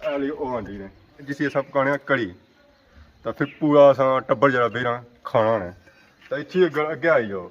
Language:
Pahari-Potwari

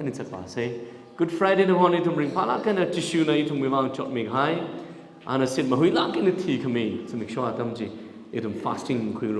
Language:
Tangkhul Naga (India)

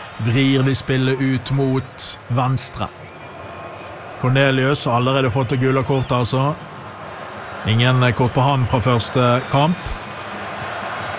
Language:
Norwegian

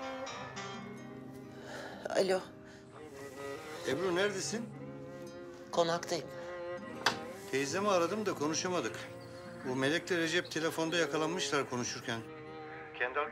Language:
Turkish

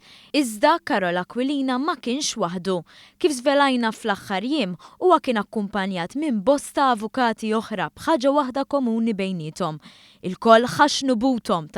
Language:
Maltese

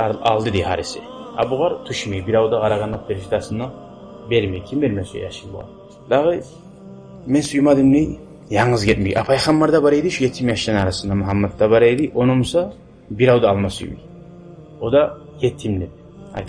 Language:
Kumyk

